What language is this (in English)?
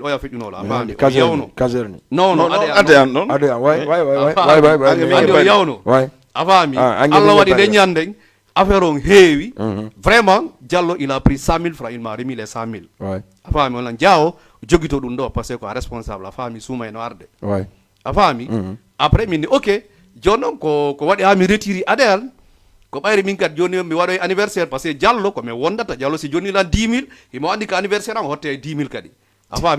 Fula